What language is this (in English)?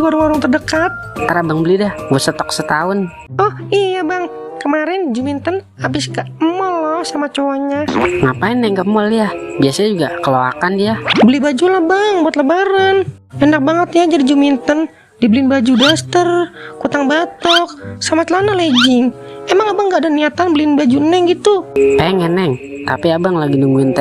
Betawi